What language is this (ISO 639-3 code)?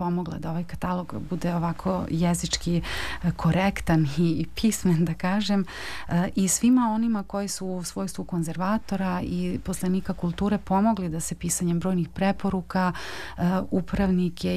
srp